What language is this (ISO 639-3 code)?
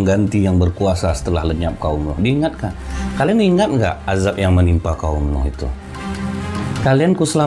ind